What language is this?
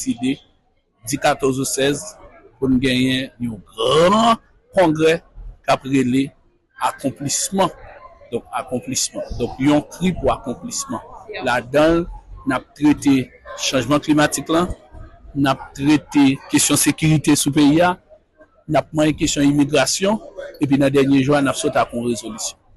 Haitian Creole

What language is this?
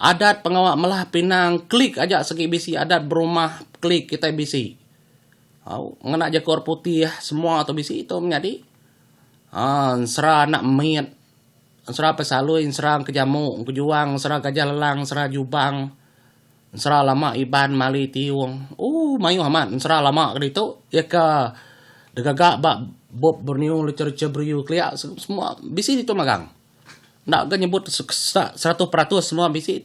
Iban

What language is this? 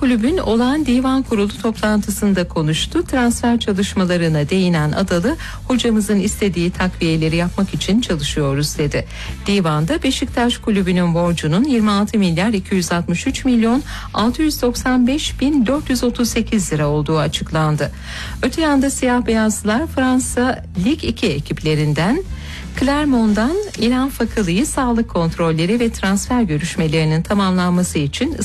Turkish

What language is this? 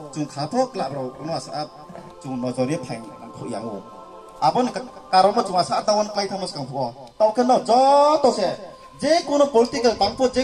Riang (India)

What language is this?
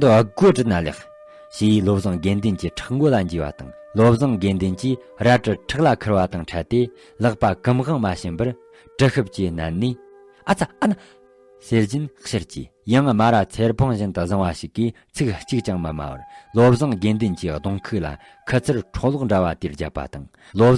Tibetan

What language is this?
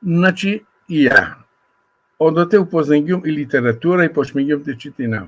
Balkan Romani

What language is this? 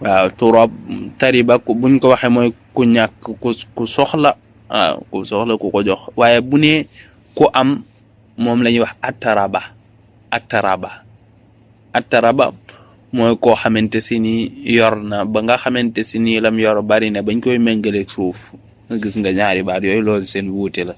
Wolof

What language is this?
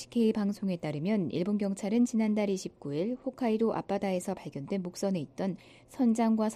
Korean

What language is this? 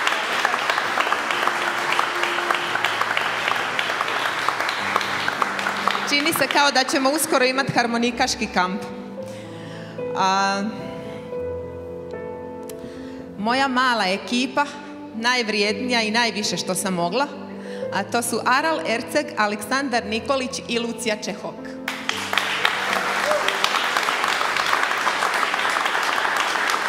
Croatian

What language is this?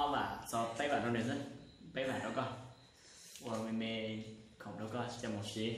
Hmong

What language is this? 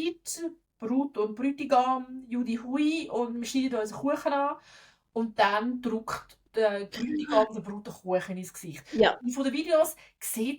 Swiss German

